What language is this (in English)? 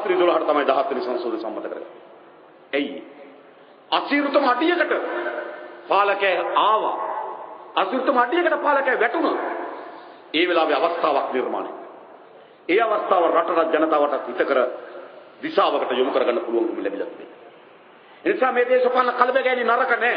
Sinhala